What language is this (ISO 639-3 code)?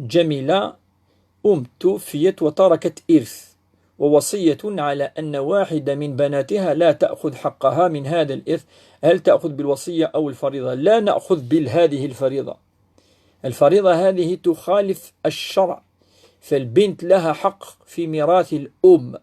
kab